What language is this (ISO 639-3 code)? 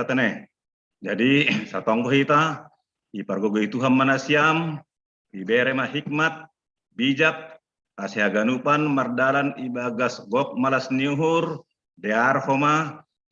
bts